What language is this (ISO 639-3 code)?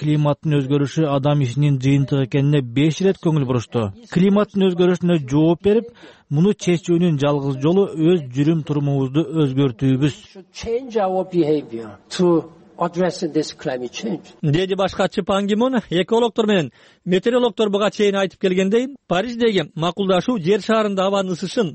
kir